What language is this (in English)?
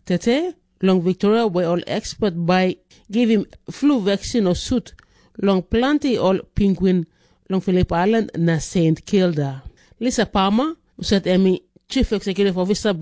Tok Pisin